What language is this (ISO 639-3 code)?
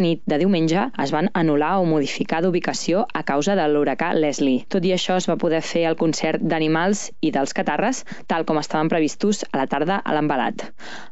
cat